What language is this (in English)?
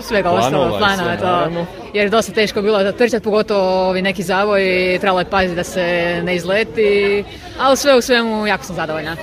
Bosnian